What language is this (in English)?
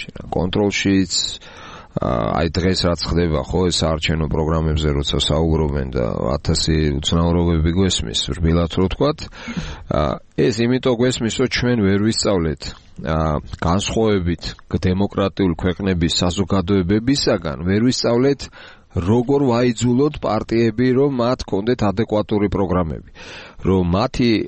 Georgian